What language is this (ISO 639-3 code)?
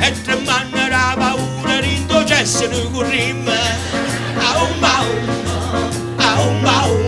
nap